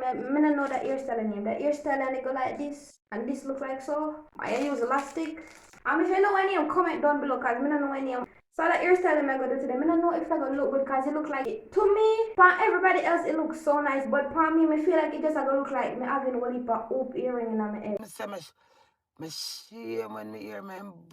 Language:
Jamaican Creole English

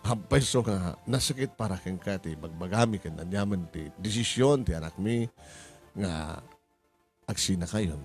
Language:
Iloko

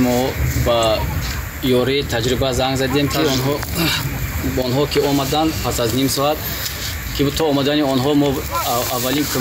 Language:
Tajik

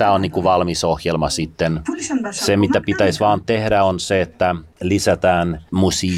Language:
Finnish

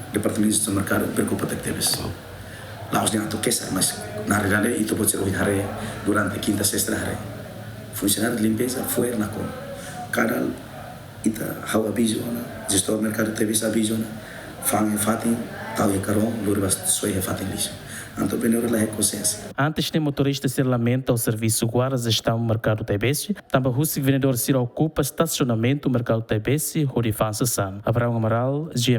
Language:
Tetum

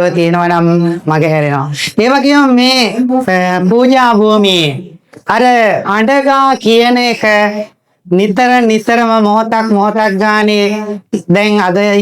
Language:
Sinhala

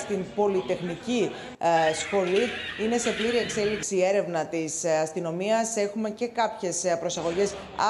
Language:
Greek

